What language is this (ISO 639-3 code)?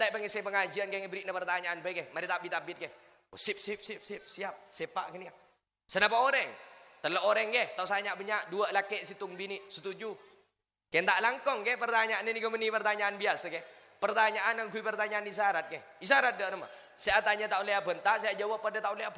mad